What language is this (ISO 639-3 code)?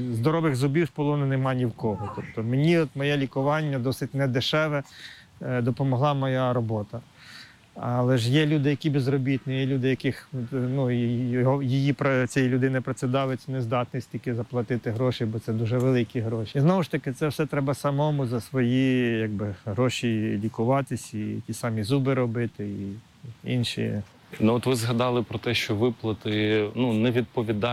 ukr